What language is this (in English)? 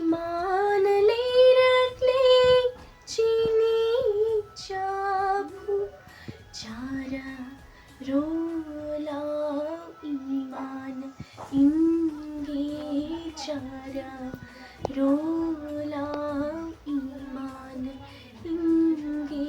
Manipuri